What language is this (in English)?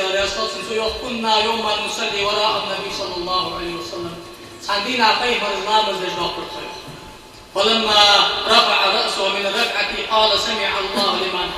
Ingush